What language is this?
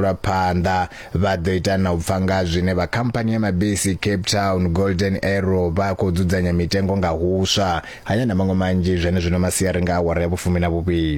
Venda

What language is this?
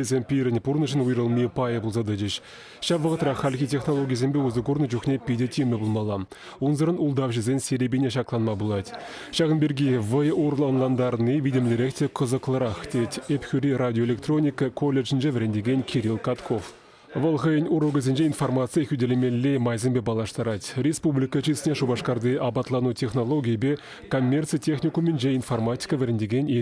Chuvash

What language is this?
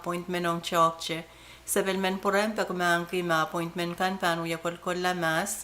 Pohnpeian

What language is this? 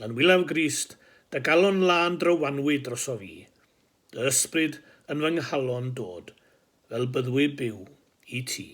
Welsh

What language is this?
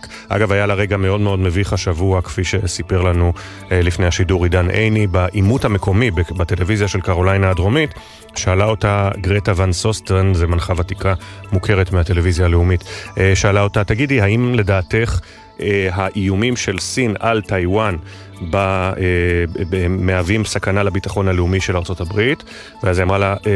Hebrew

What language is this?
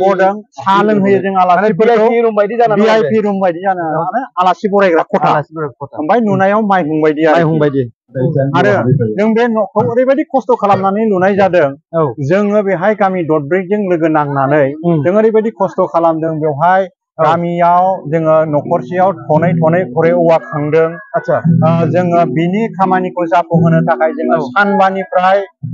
Bodo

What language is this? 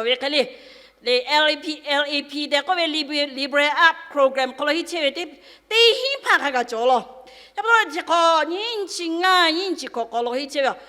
Lahu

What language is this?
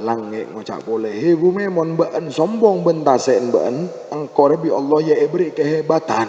Madurese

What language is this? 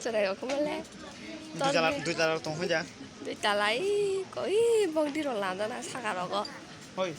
Kok Borok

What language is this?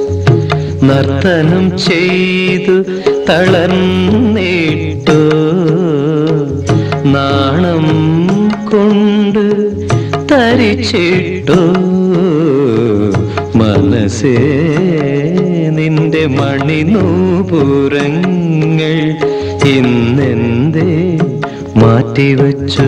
Malayalam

